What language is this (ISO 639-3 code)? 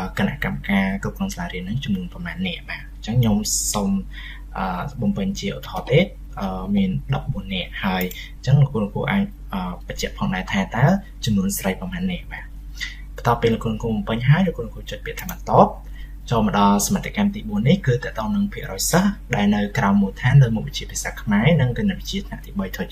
khm